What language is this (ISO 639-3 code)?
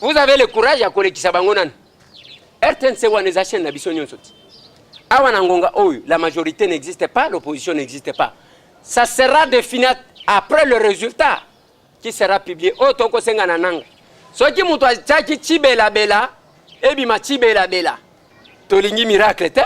lin